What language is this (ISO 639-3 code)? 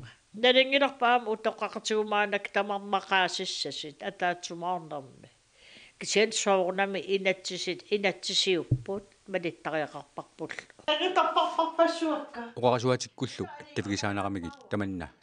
kal